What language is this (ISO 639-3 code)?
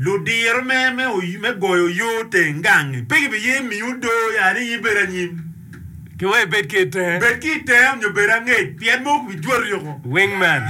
ach